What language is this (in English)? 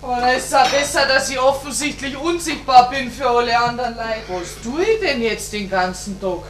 Bavarian